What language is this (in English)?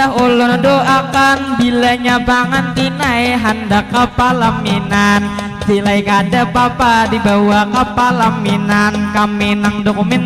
Banjar